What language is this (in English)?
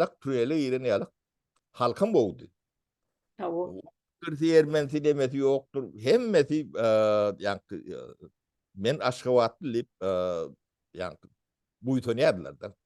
Turkmen